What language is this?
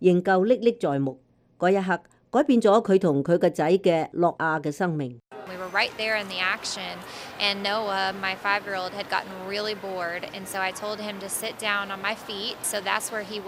Cantonese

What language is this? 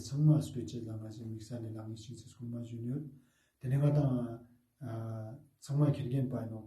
Ladakhi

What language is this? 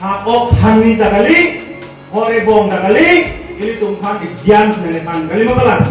Karbi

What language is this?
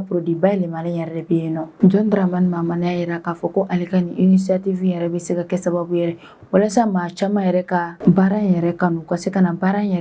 Bambara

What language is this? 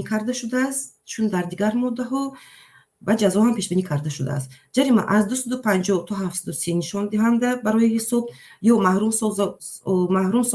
Tajik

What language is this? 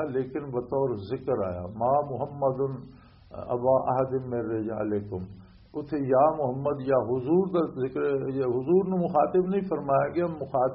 Western Panjabi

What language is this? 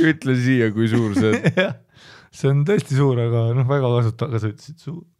Estonian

